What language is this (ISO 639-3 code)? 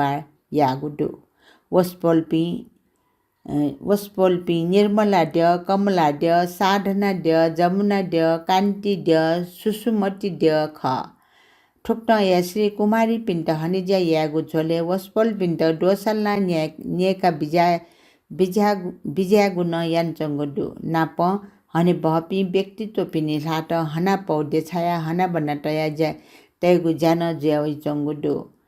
new